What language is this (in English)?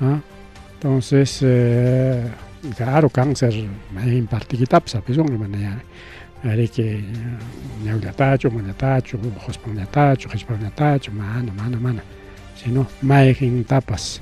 Ayacucho Quechua